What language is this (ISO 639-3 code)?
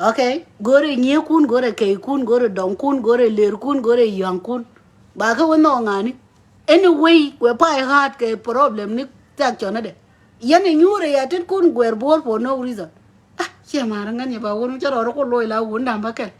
nus